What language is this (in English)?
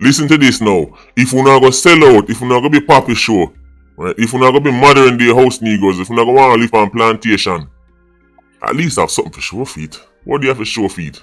Jamaican Creole English